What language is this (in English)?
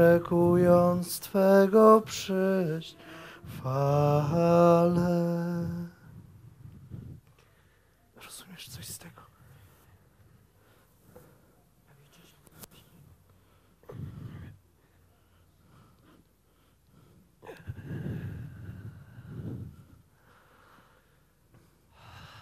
Polish